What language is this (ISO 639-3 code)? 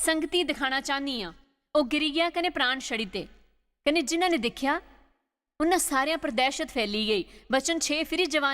doi